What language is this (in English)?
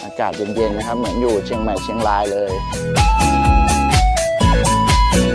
Thai